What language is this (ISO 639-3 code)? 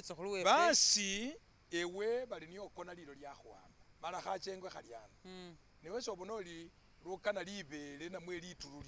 myx